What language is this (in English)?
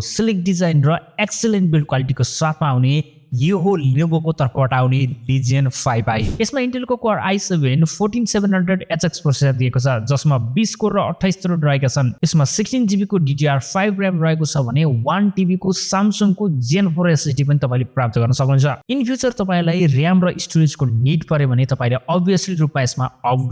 Nepali